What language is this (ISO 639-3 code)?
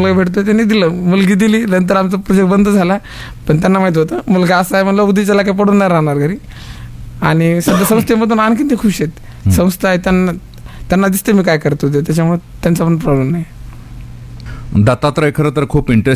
mar